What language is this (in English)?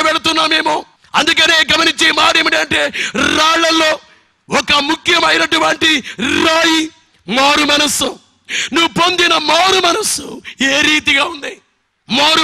Telugu